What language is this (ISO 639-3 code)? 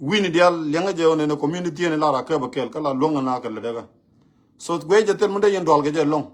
nus